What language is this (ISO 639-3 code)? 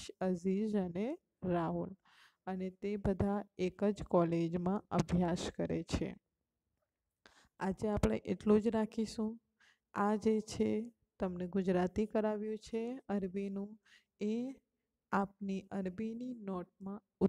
guj